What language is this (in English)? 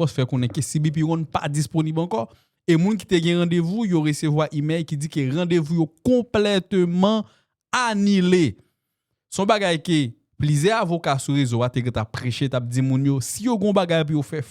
Haitian Creole